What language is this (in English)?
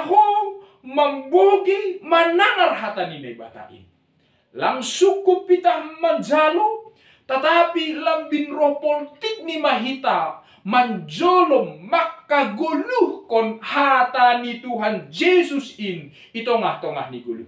Batak Simalungun